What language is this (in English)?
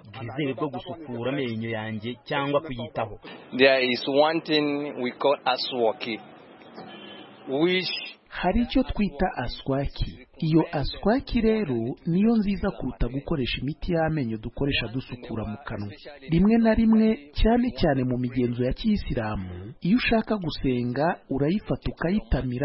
Kinyarwanda